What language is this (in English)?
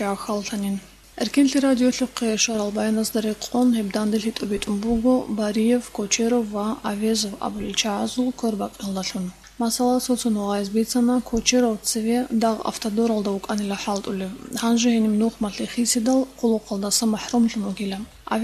Avaric